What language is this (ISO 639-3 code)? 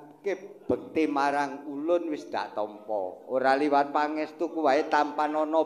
jav